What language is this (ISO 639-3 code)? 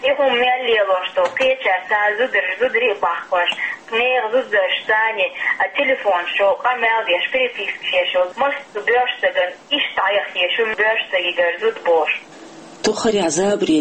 che